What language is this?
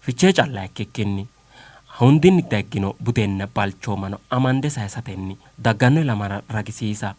Sidamo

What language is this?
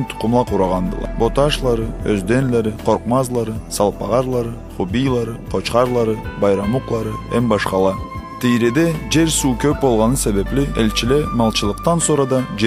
Karachay-Balkar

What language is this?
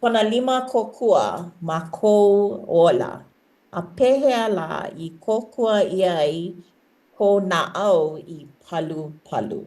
Hawaiian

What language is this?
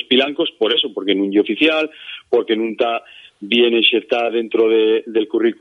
Asturian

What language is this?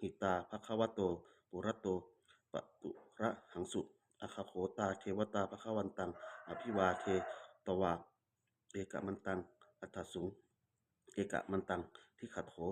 Pali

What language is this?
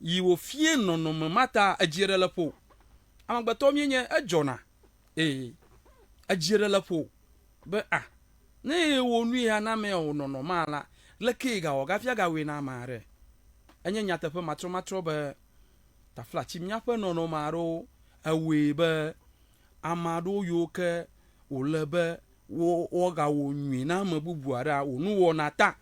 Ewe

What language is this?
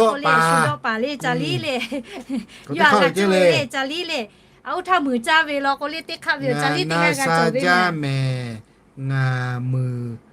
Lahu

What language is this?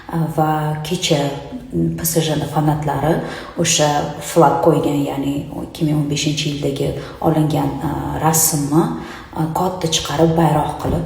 Uzbek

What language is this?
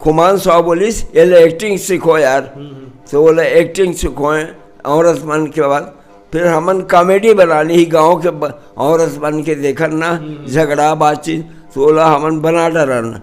Chhattisgarhi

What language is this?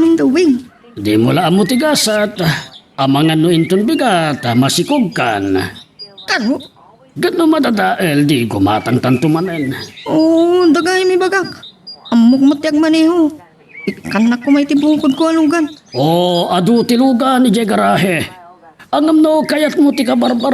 Iloko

